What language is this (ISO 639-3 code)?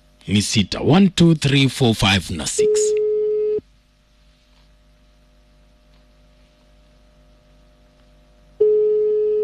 swa